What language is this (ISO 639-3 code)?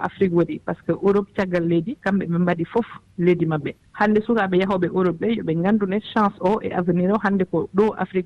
ful